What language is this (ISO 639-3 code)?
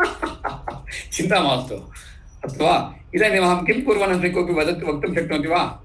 san